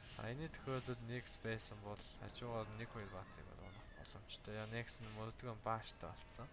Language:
Mongolian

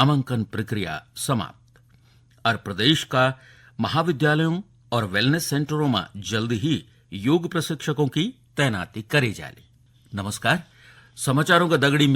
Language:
Garhwali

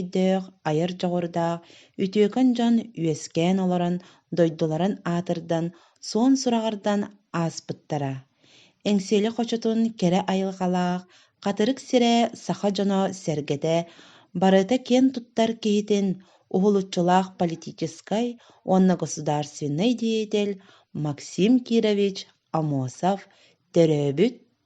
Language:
Yakut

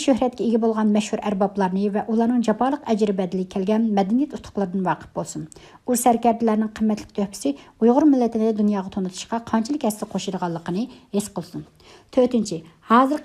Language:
Uyghur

